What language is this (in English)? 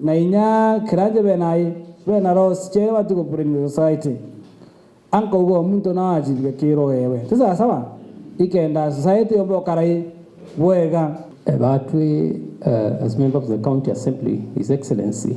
Meru